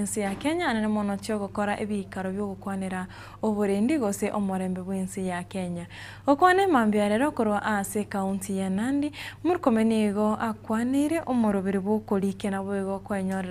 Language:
Gusii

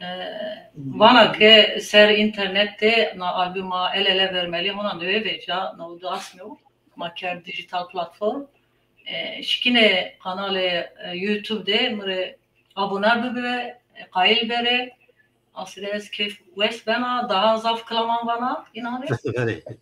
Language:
Zaza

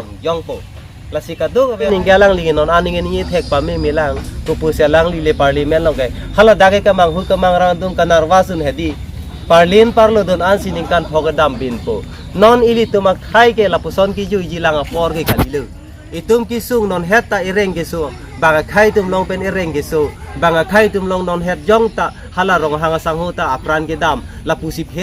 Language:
Karbi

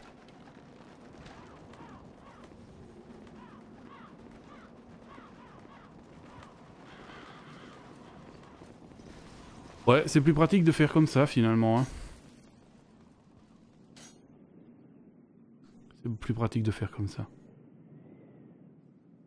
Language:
French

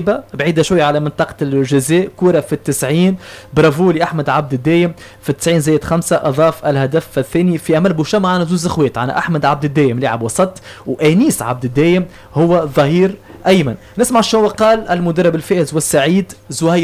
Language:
Tunisian Arabic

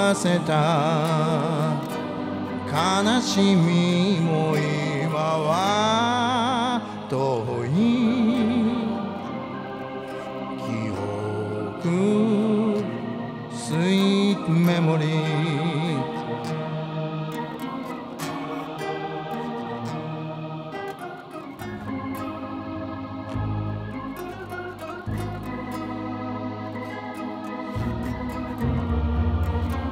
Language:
Japanese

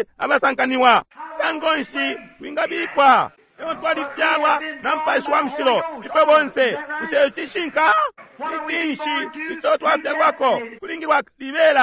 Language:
Bemba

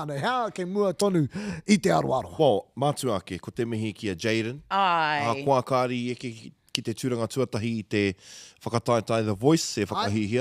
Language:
Māori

